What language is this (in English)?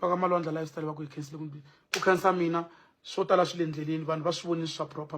Tsonga